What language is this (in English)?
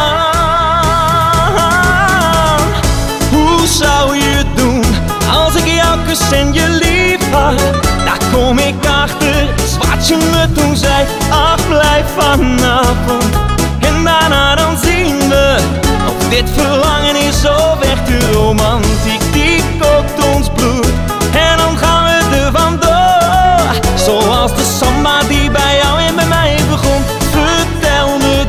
Dutch